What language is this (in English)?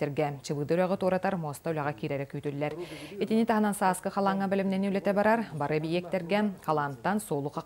Yakut